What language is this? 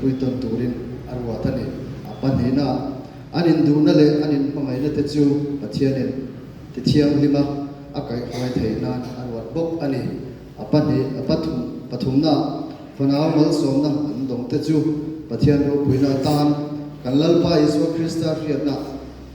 Hmar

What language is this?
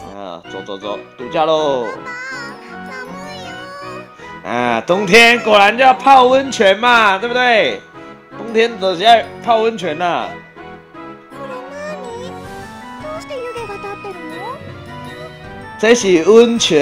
Chinese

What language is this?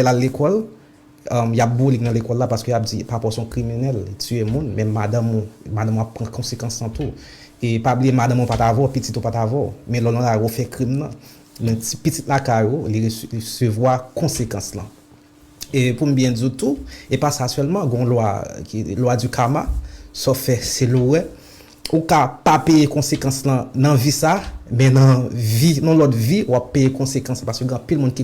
Haitian Creole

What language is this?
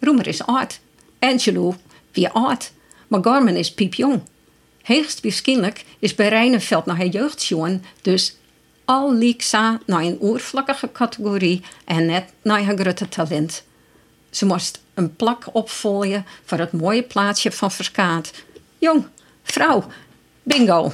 Western Frisian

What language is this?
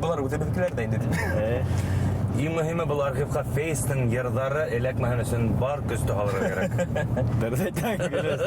Bashkir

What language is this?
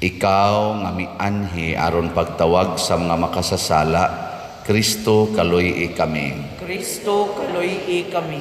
Cebuano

